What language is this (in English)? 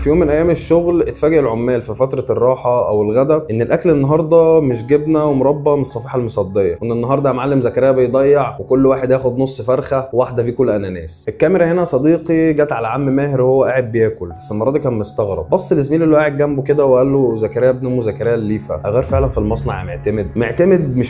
Egyptian Arabic